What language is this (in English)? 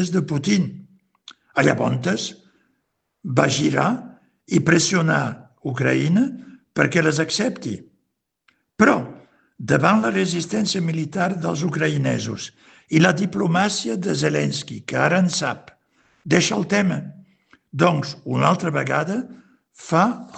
Catalan